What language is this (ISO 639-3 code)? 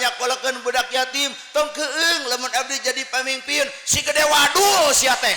sun